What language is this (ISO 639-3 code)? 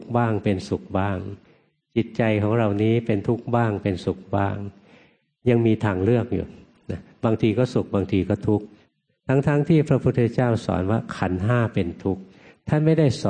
tha